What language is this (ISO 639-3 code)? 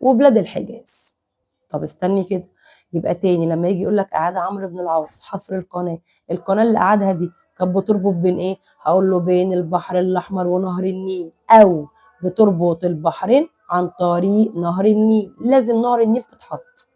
arz